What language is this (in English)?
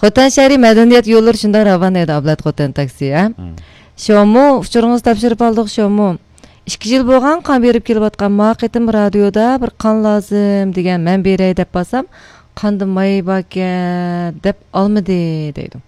Uyghur